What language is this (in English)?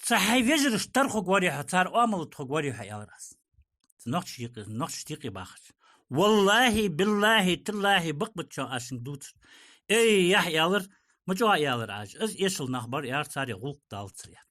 Ingush